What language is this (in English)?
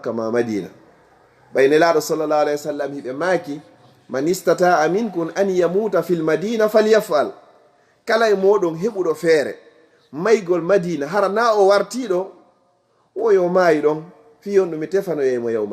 Fula